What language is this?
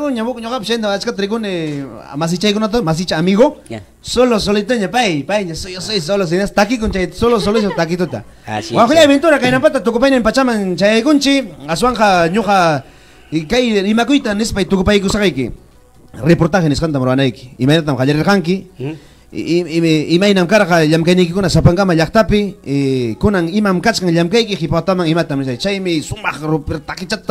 Ayacucho Quechua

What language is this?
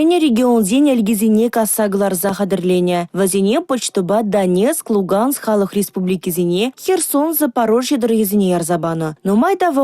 Chuvash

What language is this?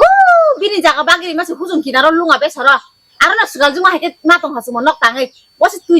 Kok Borok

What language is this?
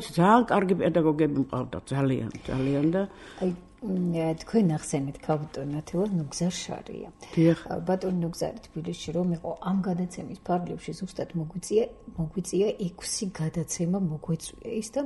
Georgian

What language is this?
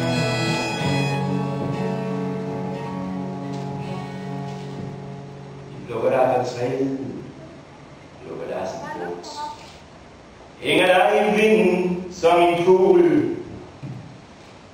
Danish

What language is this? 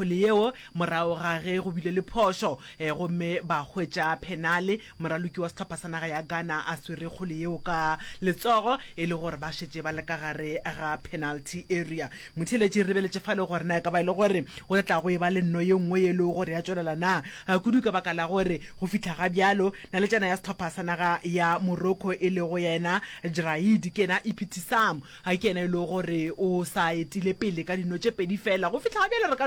Northern Sotho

